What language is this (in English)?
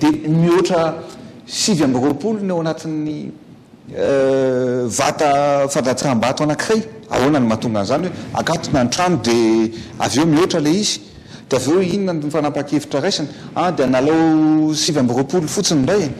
Malagasy